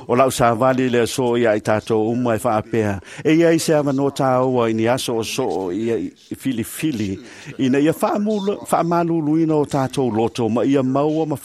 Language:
Samoan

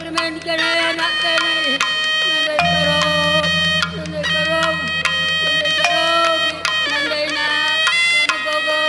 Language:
Batak Karo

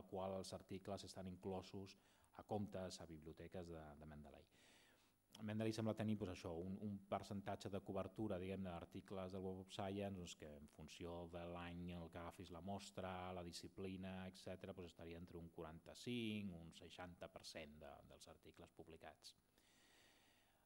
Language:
Catalan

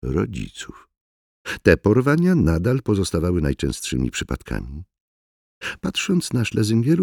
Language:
Polish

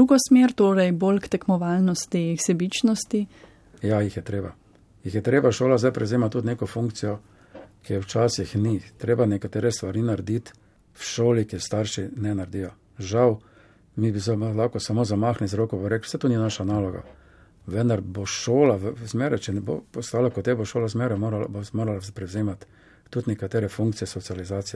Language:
Slovenian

